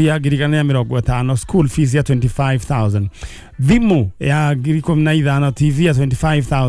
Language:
Kikuyu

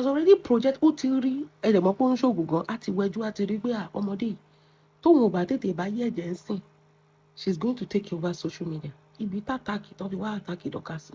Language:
Yoruba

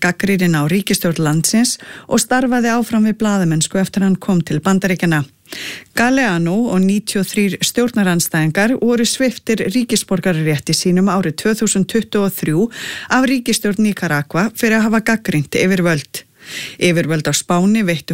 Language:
Icelandic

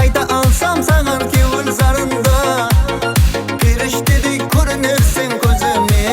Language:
Kara-Kalpak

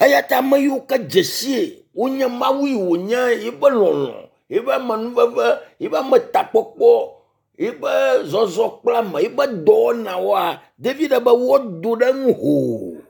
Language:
Ewe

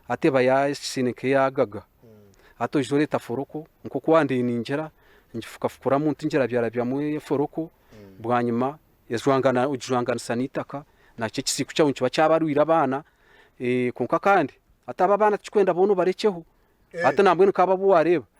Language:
Nyankole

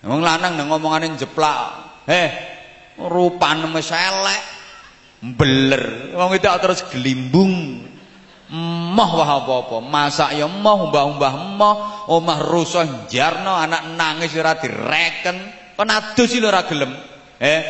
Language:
Javanese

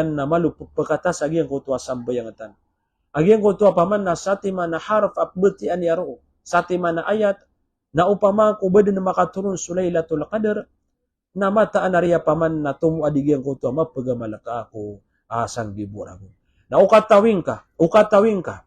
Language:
Maranao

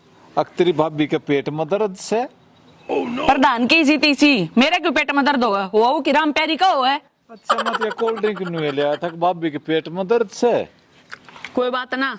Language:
Haryanvi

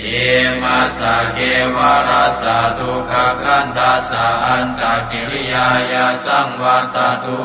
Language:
Pali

